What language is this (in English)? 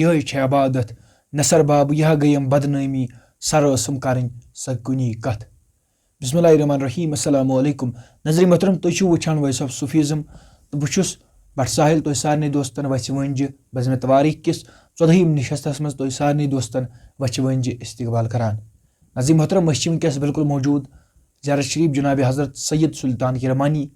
Kashmiri